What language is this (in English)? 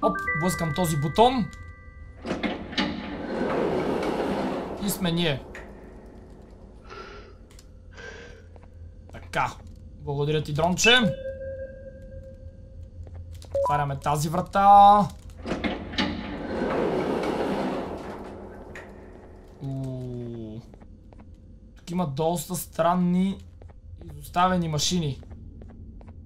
Bulgarian